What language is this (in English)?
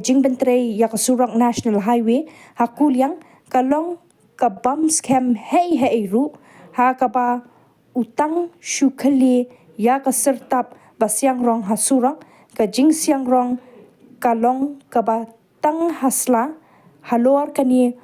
Khasi